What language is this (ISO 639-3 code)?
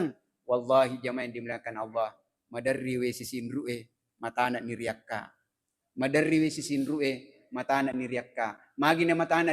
bug